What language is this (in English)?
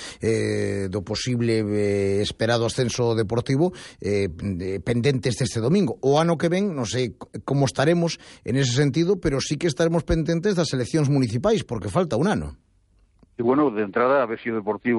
Galician